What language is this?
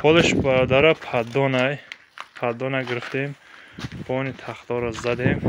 Tajik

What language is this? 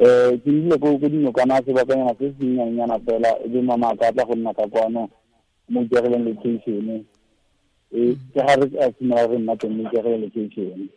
Tswana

